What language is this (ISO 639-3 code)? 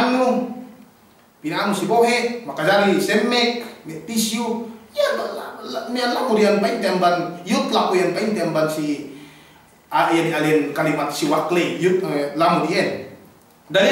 yka